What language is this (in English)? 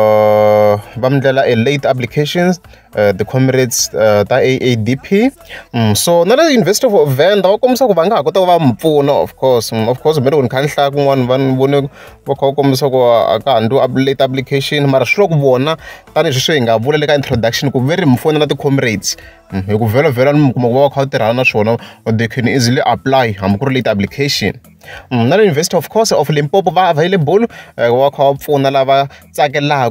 Tsonga